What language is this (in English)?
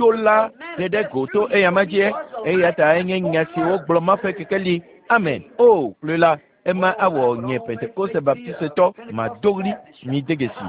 Ewe